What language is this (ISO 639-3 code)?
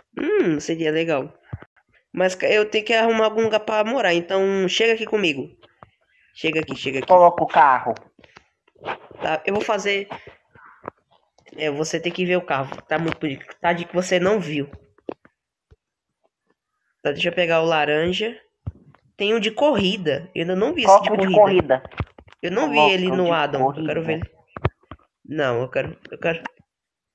por